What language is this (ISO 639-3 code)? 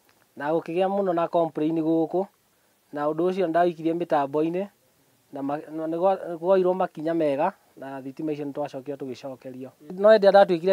kik